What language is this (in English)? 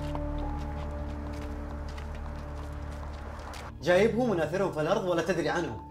Arabic